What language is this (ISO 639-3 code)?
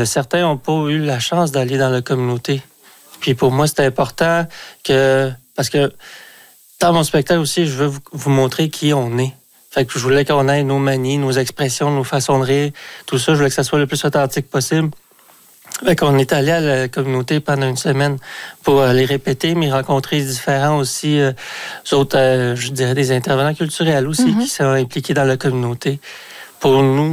fra